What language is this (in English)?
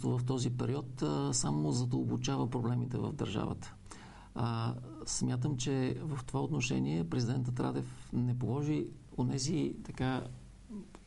Bulgarian